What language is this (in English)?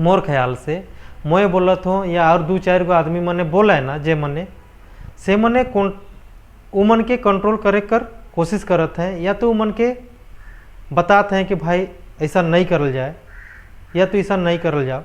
Sadri